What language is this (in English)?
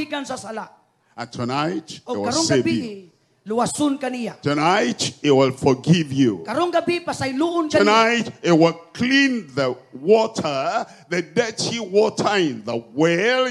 Cebuano